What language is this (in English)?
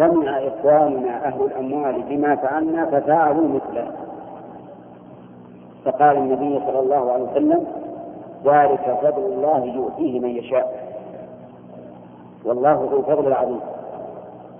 Arabic